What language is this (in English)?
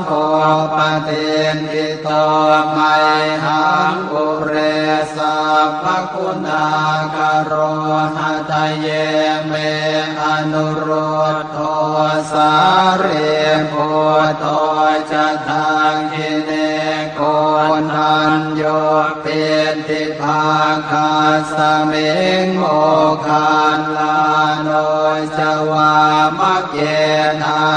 Pali